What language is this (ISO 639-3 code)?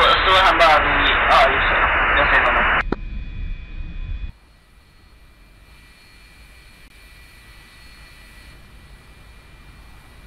swe